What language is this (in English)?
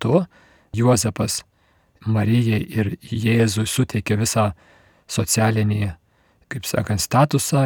Lithuanian